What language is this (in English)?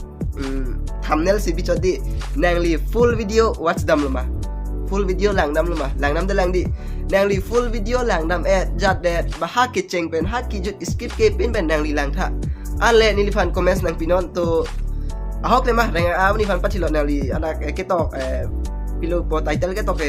Karbi